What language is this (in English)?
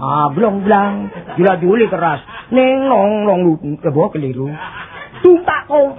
Javanese